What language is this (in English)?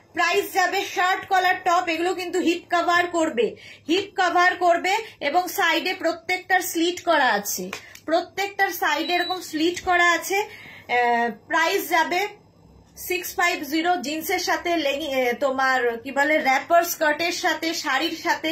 Bangla